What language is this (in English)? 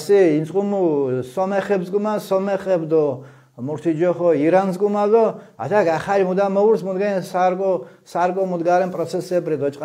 Mingrelian